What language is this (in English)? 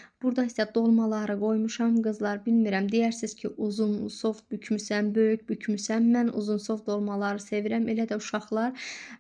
Azerbaijani